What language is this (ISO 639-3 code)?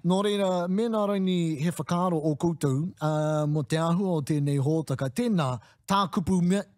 mri